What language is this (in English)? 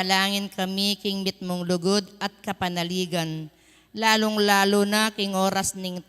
Pampanga